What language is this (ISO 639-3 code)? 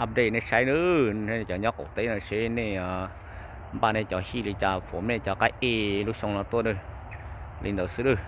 hmn